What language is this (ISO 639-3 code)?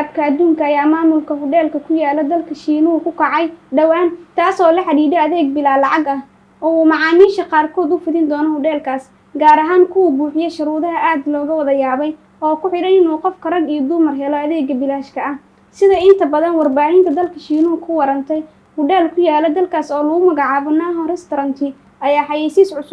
som